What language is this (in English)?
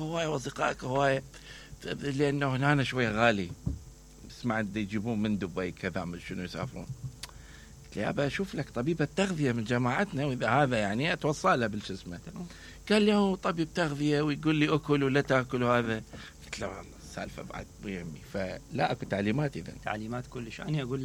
Mesopotamian Arabic